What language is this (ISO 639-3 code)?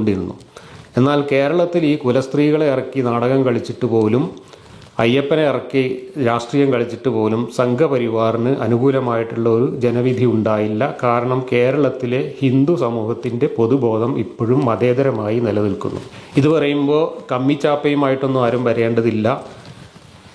mal